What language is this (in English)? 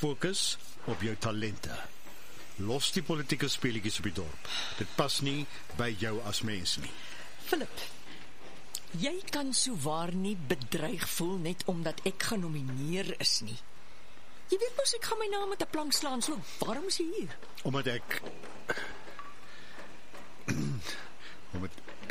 Afrikaans